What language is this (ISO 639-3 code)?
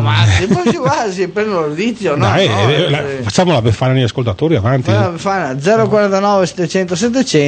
ita